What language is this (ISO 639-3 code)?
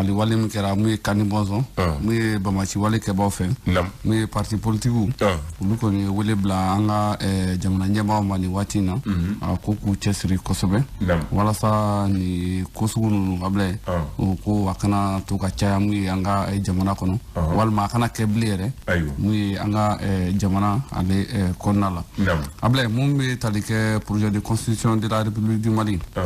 bam